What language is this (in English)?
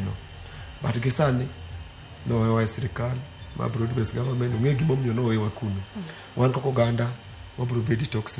Luo (Kenya and Tanzania)